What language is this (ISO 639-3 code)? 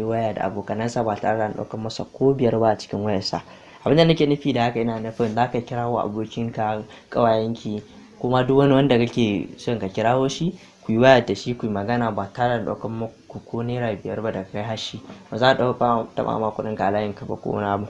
hau